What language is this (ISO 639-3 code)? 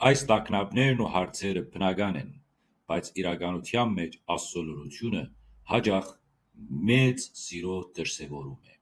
hyw